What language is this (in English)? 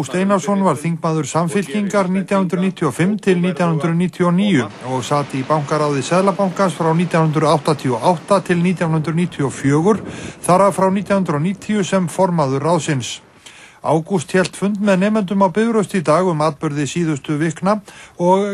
Icelandic